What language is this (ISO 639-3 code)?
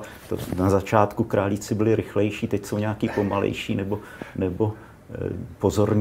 ces